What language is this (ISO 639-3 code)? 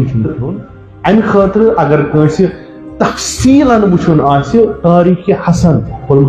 kas